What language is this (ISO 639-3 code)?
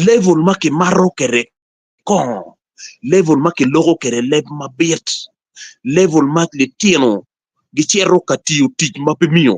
ach